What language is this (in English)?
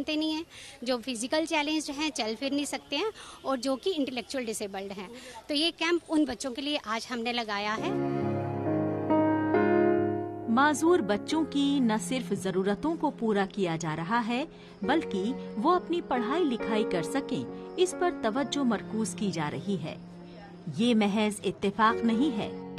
Hindi